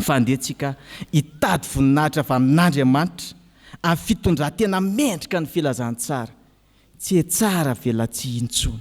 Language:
Malagasy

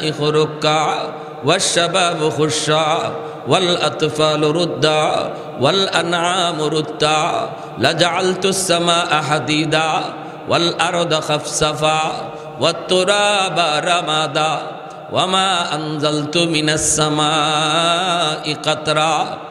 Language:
Bangla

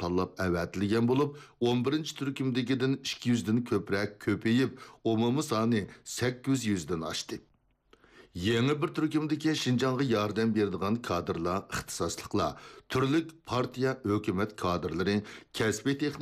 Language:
Uyghur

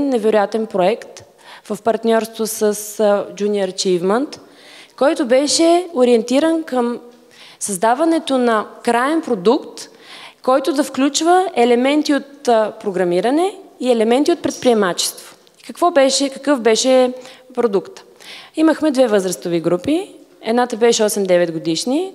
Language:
Bulgarian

